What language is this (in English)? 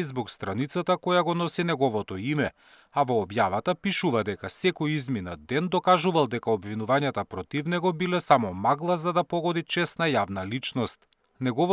Macedonian